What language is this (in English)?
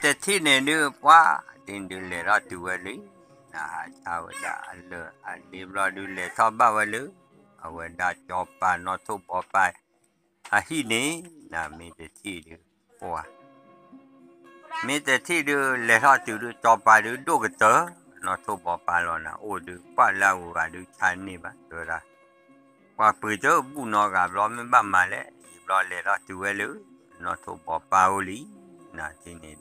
S'gaw Karen